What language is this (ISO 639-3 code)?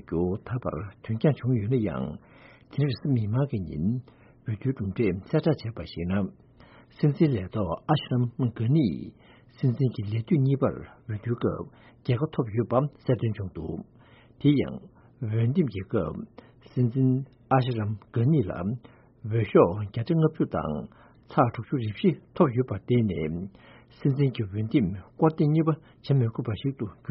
bod